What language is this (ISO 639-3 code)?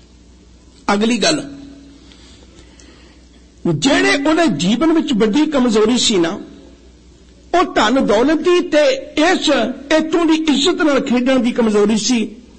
pan